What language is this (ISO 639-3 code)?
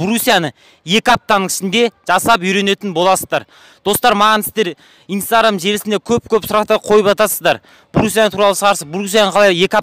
kaz